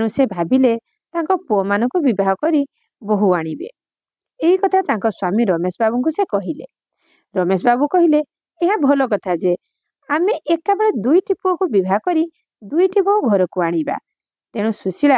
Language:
Odia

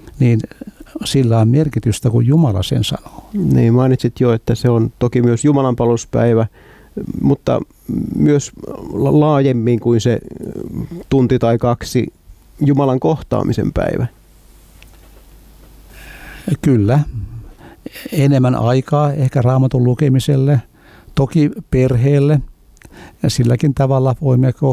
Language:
Finnish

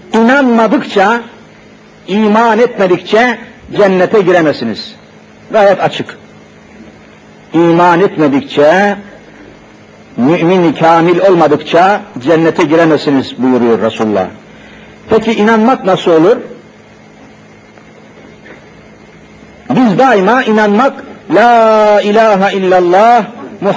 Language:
Turkish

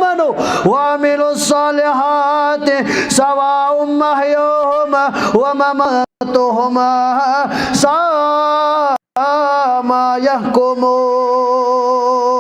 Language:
Kashmiri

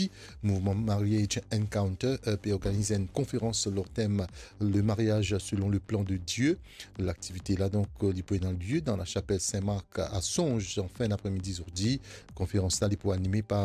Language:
Morisyen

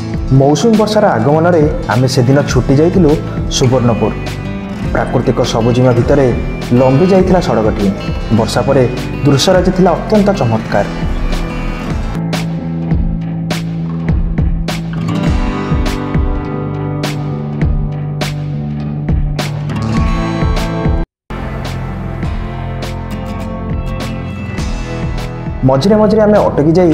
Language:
Odia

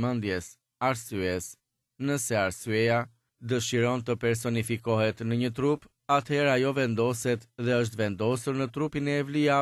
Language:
Albanian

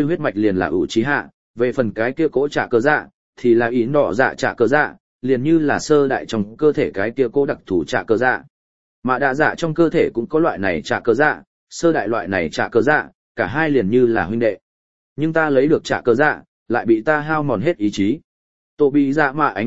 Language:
Vietnamese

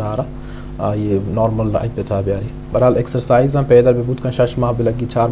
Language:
Eastern Balochi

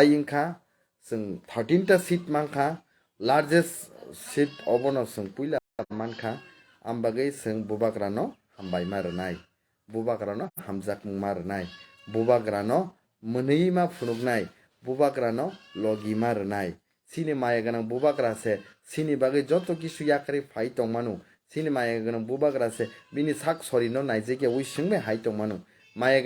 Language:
Kok Borok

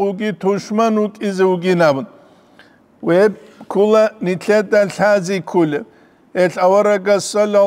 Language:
Avaric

